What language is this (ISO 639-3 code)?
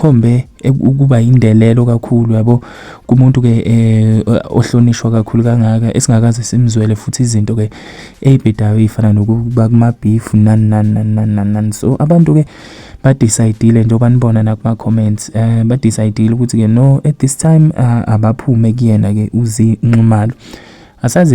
zul